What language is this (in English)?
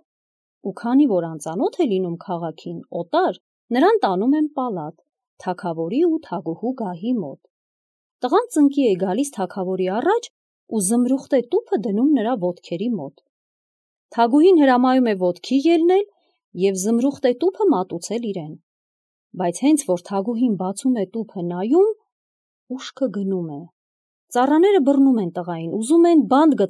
Armenian